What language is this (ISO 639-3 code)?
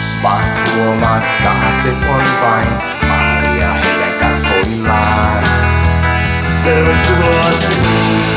fin